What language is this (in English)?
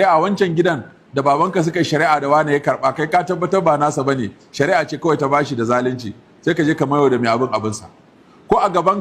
Hausa